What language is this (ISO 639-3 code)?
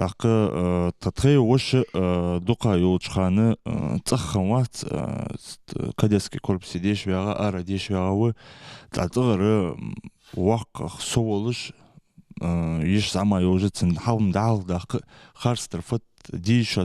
inh